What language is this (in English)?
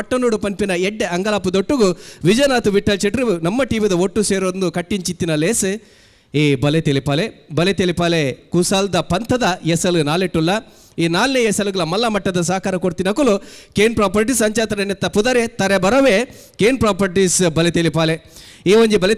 Tulu